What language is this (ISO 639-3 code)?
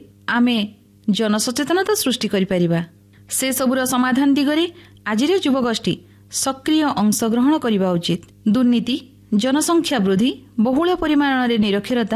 ori